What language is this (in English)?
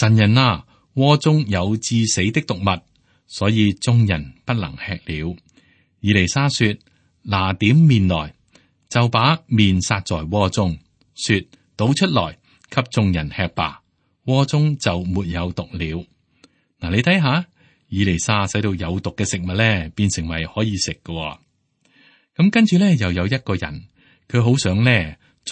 Cantonese